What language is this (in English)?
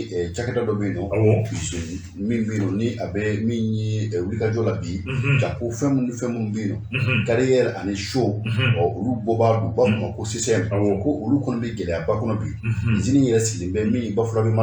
Bambara